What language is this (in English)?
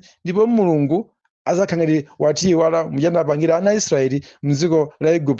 Nyanja